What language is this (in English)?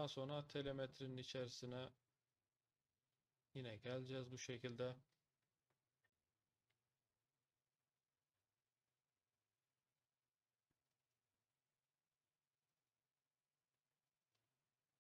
Turkish